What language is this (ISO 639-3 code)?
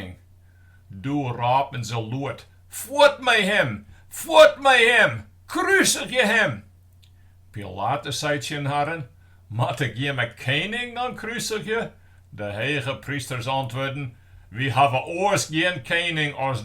fry